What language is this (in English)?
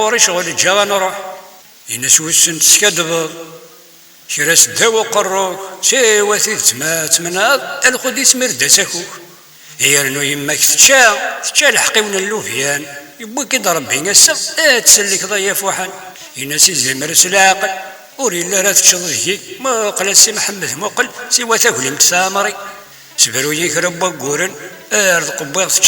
Kabyle